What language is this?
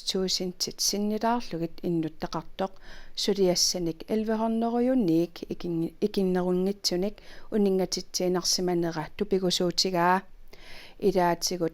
Kalaallisut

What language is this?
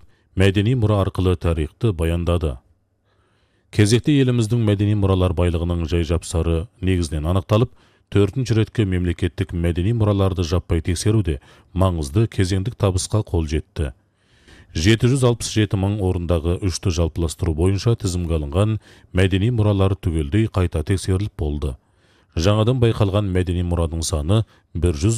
Kazakh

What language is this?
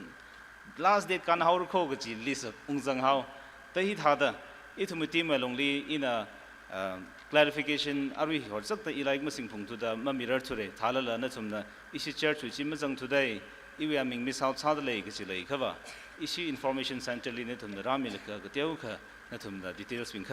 Tangkhul Naga (India)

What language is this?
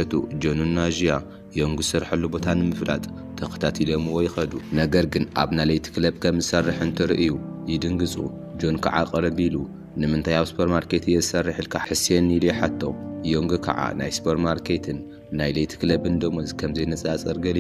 Tigrinya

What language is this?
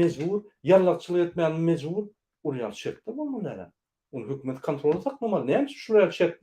Turkmen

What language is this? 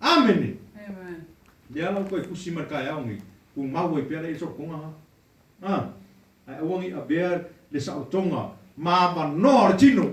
Samoan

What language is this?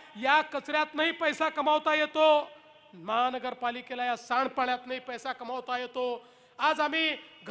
Marathi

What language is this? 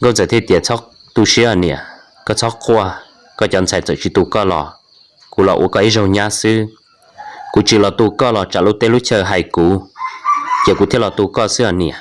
Hmong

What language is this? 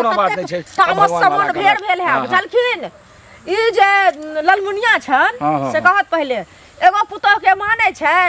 Maithili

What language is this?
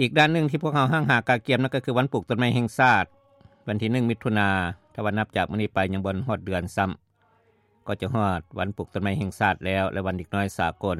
Lao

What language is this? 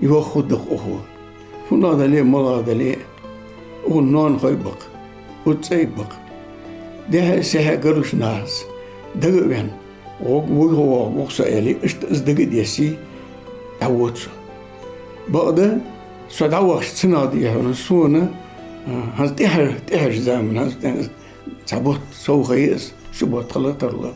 Ingush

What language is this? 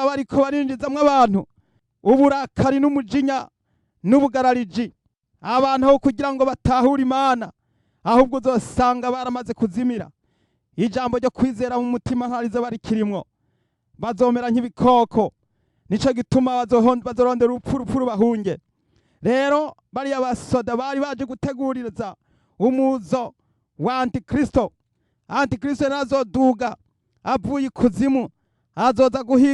Rundi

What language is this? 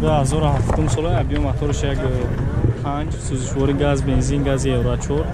Tajik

